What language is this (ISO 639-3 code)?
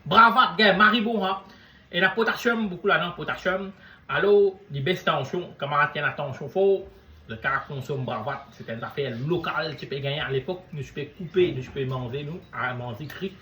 mfe